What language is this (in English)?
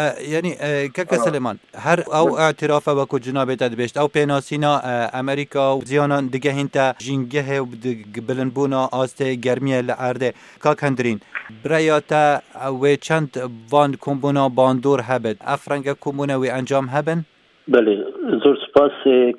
Kurdish